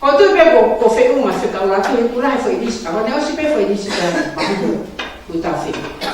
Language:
Tongan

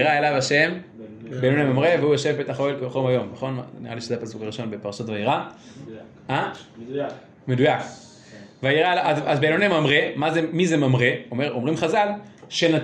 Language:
Hebrew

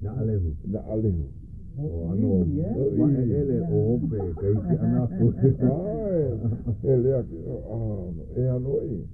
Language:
Hawaiian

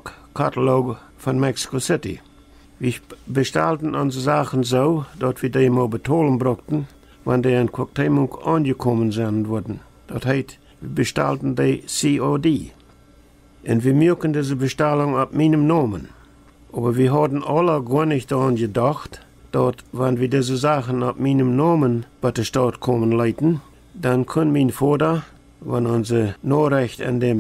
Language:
Plautdietsch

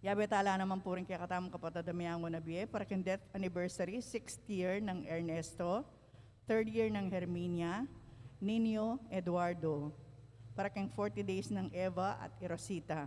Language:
Pampanga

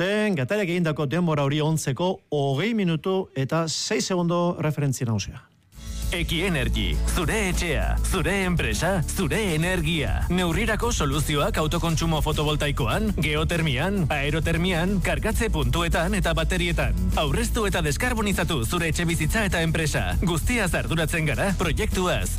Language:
Basque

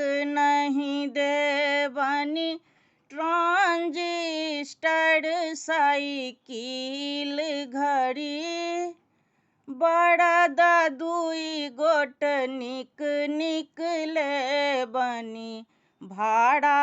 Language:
Maithili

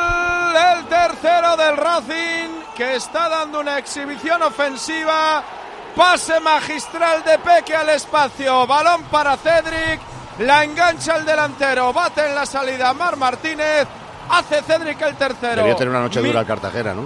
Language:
Spanish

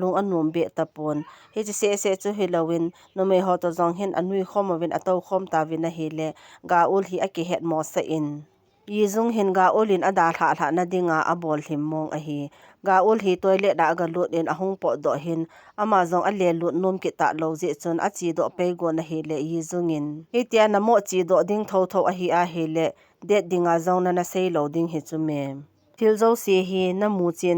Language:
Thado Chin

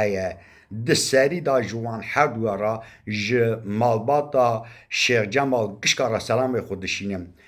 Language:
Kurdish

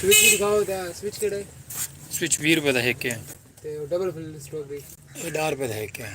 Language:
Saraiki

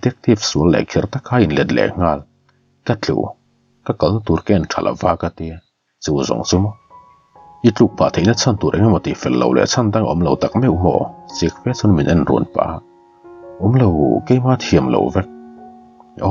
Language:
Mizo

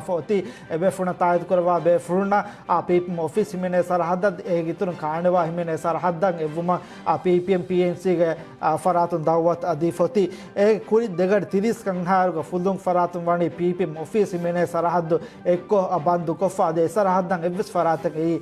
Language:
Divehi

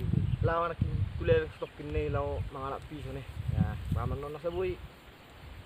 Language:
Batak Toba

